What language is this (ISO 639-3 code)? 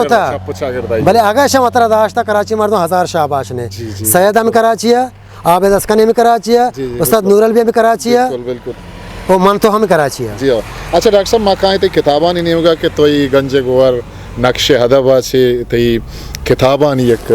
bgp